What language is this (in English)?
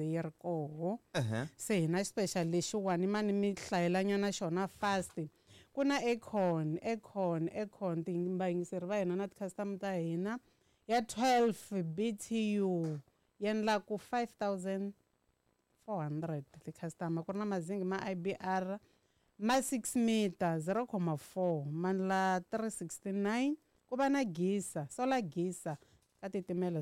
Tsonga